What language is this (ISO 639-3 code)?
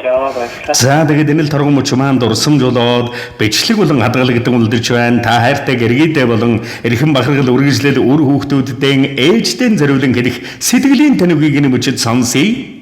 mon